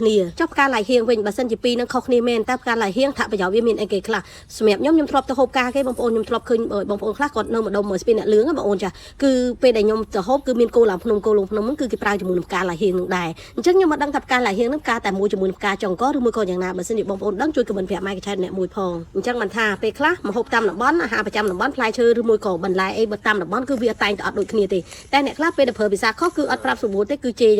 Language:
Khmer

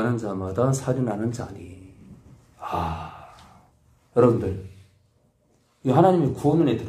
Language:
Korean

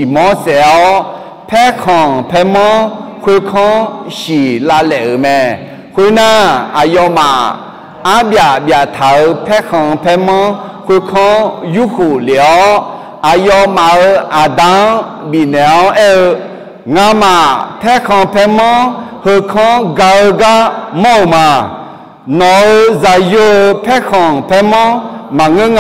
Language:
Akha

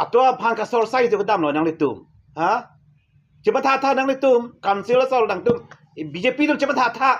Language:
Karbi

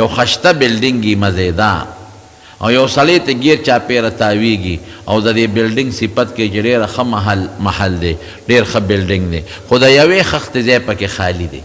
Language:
Pashto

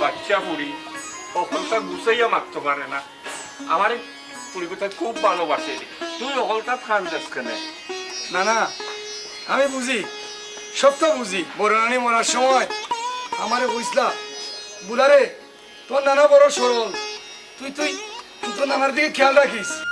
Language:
Sylheti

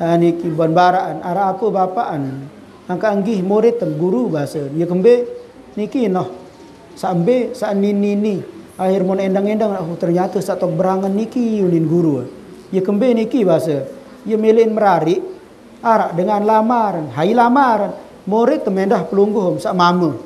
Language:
Sasak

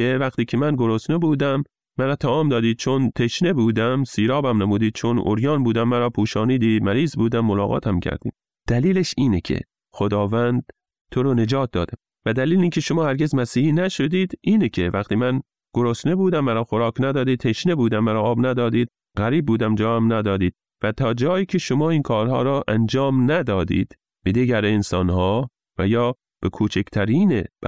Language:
Persian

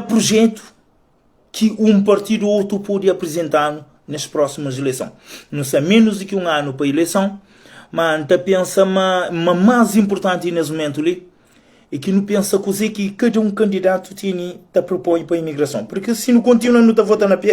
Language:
Kabuverdianu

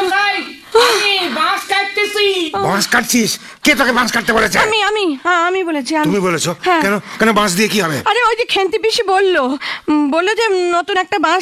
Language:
Bangla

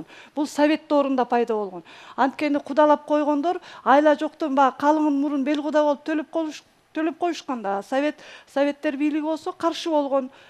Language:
Kyrgyz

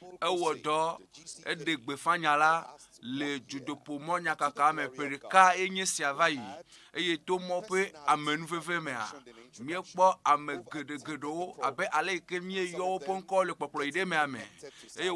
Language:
Ewe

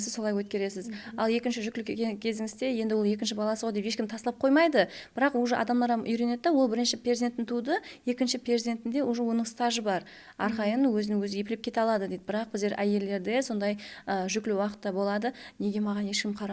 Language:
Kara-Kalpak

